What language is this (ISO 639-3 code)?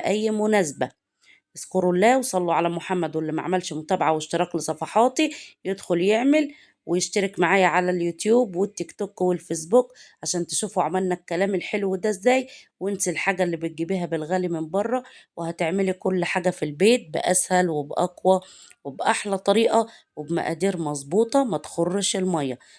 arz